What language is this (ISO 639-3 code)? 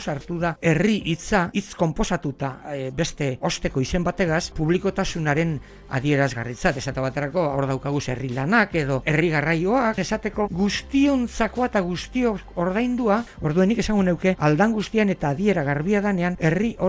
eus